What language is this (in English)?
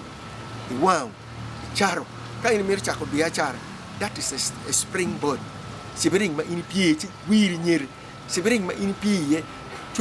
Acoli